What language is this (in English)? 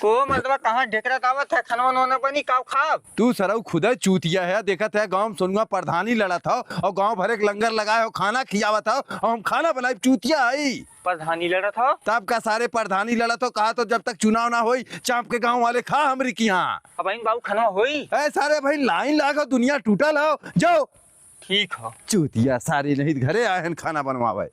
Awadhi